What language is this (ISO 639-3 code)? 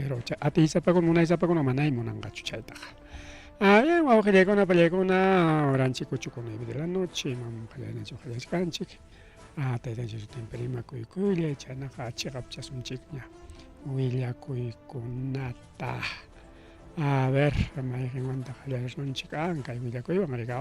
quy